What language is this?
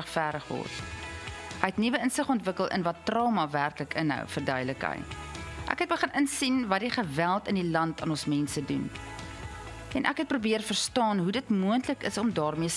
Afrikaans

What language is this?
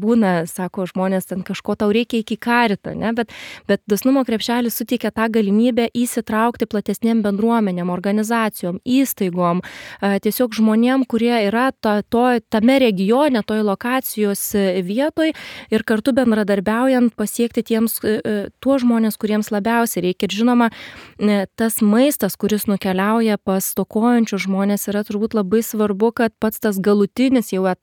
Lithuanian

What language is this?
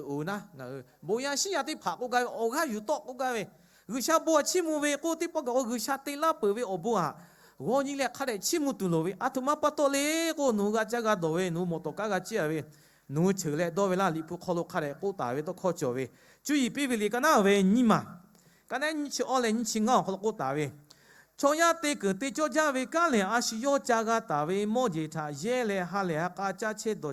Lahu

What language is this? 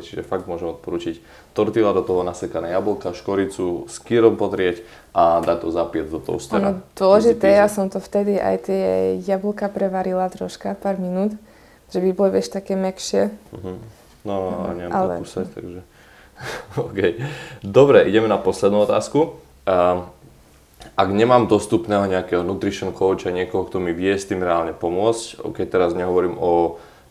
Slovak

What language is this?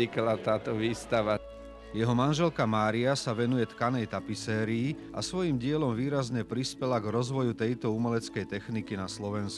Slovak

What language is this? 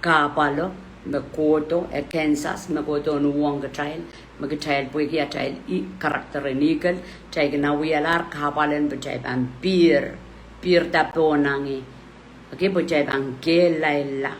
Pohnpeian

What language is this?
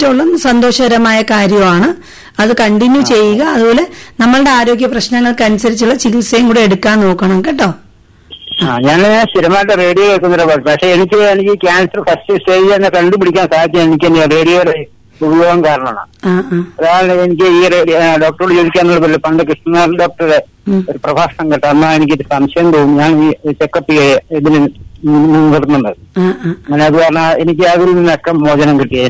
Malayalam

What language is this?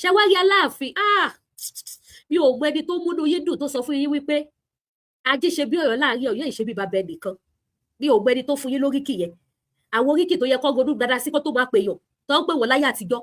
Yoruba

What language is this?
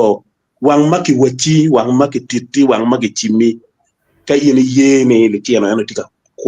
Acoli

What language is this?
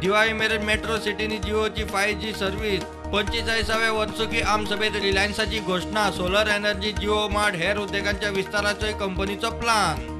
Konkani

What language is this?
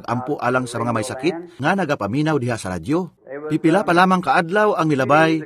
Cebuano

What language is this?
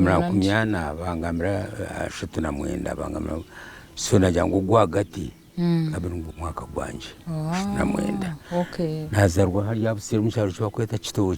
Nyankole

